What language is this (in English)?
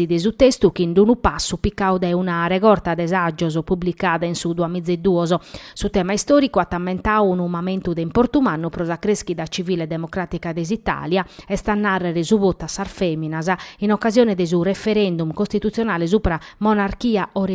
Sardinian